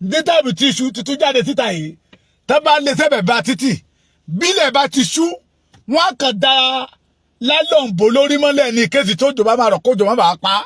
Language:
Yoruba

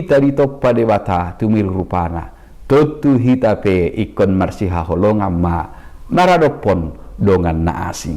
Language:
Batak Toba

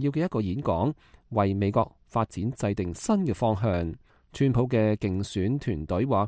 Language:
Cantonese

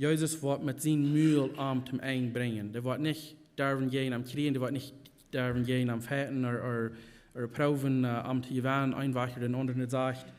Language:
Plautdietsch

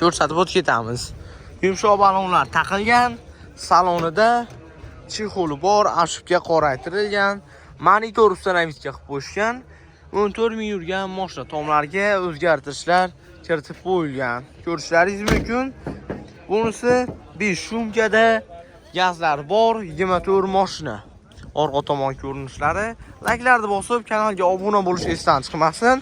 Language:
Uzbek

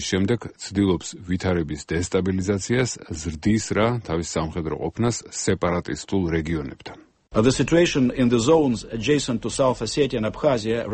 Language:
Georgian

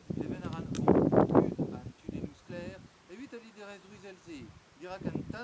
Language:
Breton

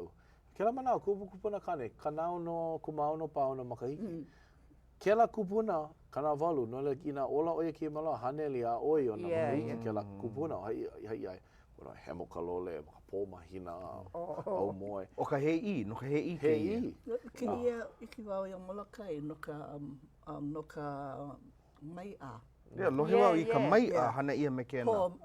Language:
Hawaiian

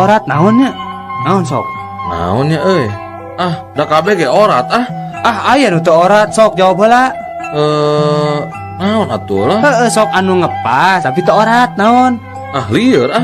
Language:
Sundanese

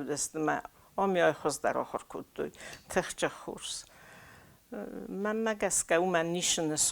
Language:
Ossetic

